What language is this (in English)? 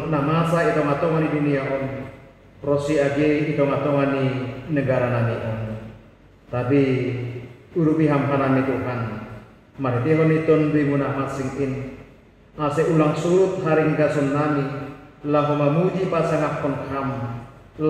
Batak Simalungun